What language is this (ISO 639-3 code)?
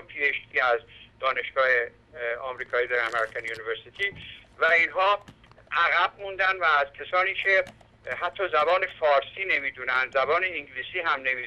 fas